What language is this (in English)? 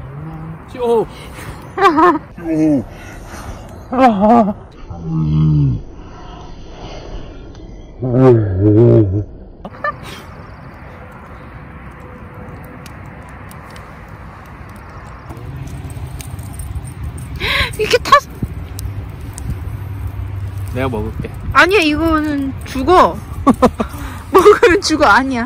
Korean